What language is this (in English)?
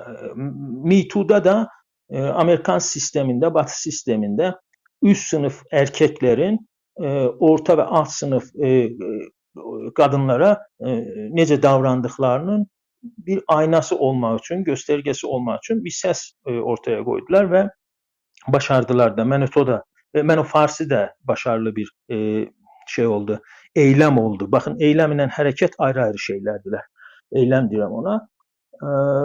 South Azerbaijani